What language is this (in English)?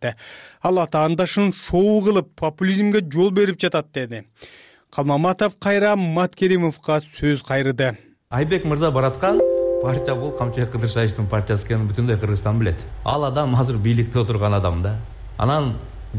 Kyrgyz